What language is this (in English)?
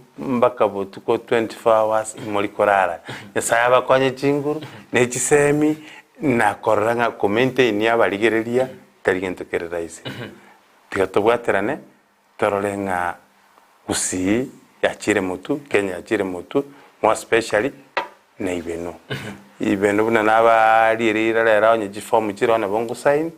Gusii